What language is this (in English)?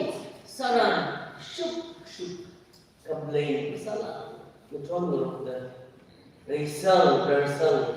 Tangkhul Naga (India)